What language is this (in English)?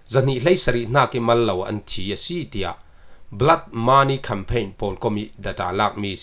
Falam Chin